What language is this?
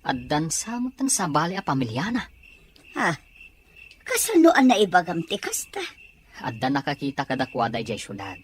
Iloko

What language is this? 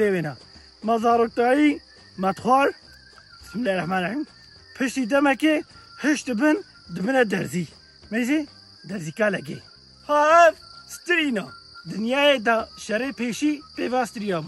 Kurdish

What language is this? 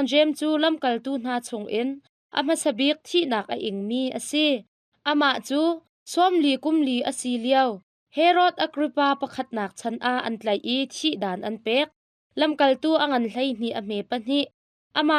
Hakha Chin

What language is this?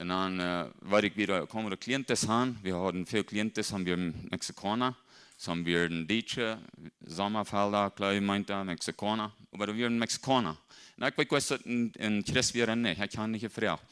Plautdietsch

